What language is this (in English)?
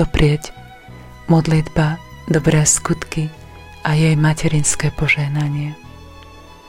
Slovak